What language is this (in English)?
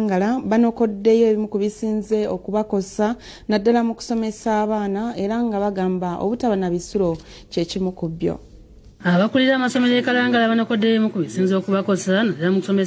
Ganda